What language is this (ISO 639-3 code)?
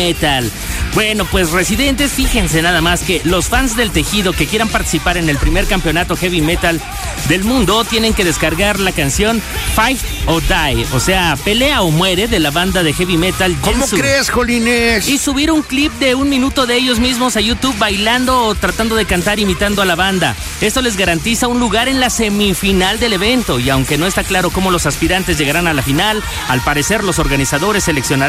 spa